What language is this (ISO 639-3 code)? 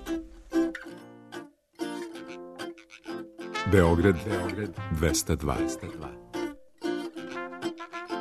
srp